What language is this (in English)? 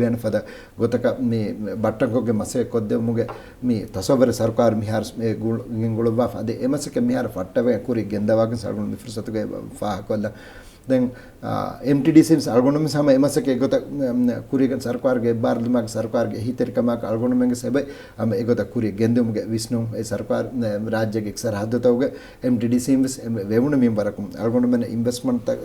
Divehi